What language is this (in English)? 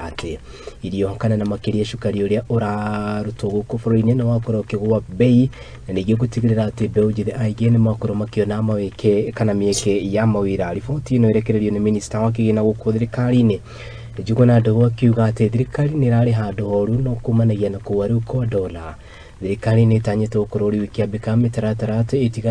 Kikuyu